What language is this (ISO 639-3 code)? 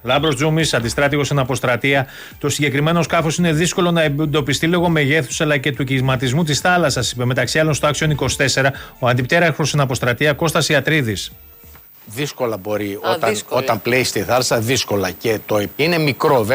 ell